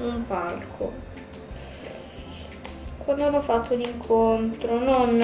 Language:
Italian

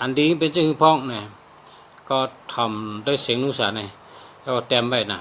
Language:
Shan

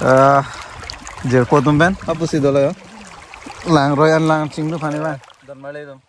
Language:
Karbi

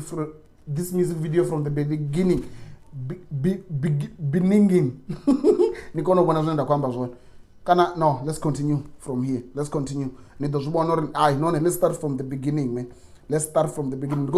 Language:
Venda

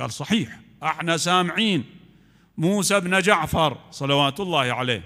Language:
Mesopotamian Arabic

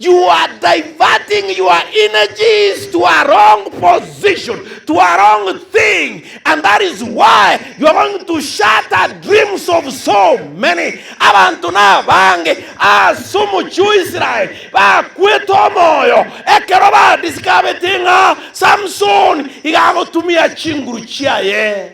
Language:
Gusii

